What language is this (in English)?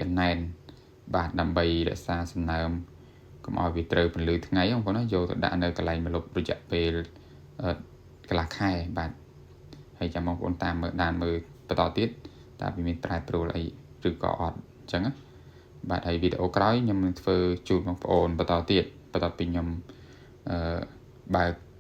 Khmer